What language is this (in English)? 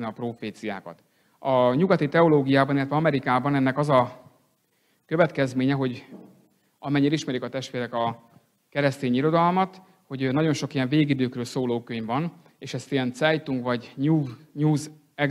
Hungarian